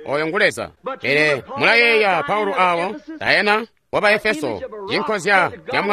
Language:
Tonga (Zambia)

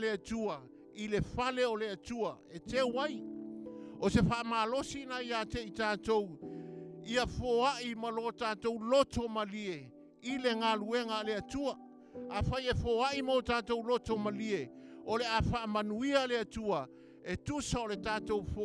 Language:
Samoan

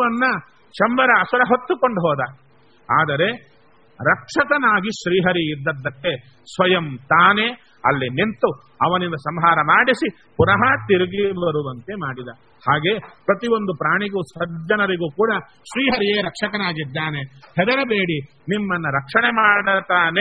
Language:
Kannada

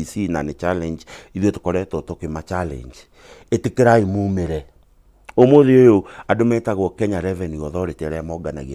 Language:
Kikuyu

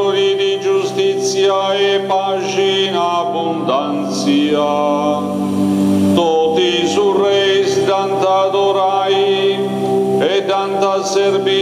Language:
Sardinian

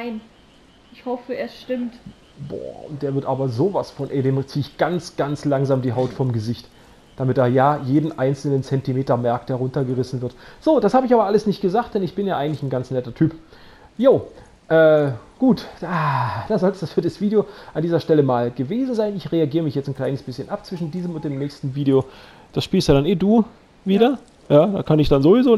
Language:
German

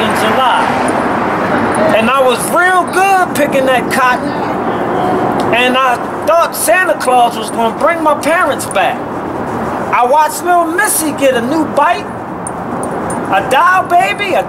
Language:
English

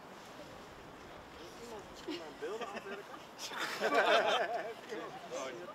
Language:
Dutch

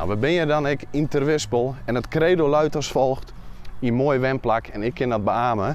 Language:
Western Frisian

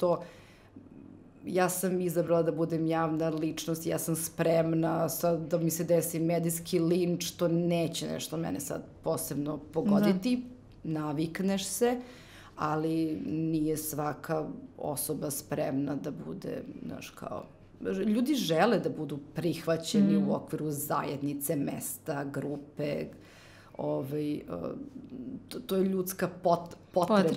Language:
Serbian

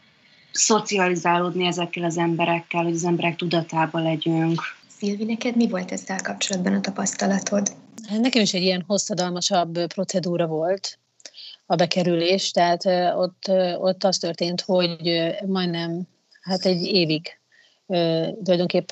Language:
Hungarian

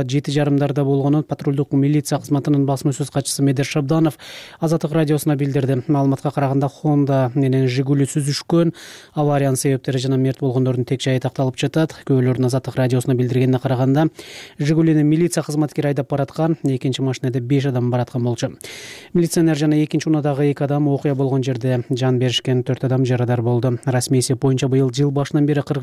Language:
Kyrgyz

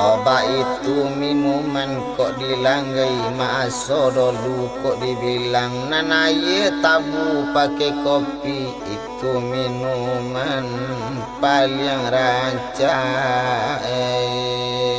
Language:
Minangkabau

